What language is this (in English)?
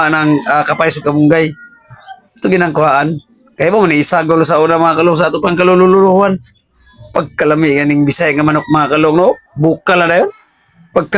Cebuano